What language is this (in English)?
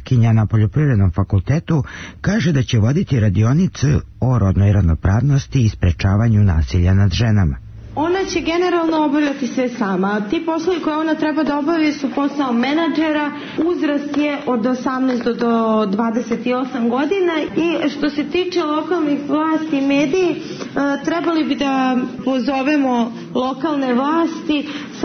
Serbian